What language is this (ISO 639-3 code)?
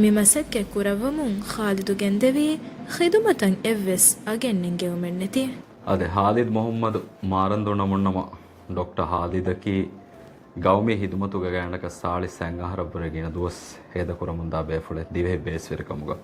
div